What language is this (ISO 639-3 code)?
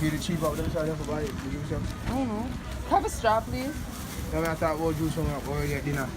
jam